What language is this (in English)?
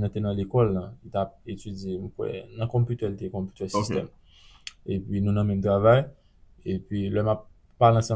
Haitian Creole